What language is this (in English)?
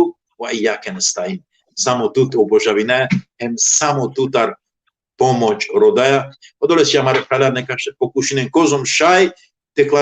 Balkan Romani